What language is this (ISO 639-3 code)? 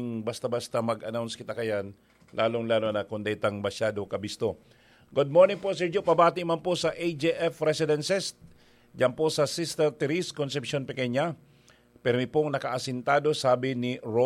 bik